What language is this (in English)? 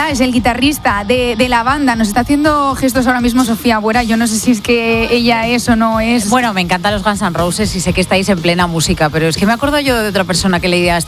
Spanish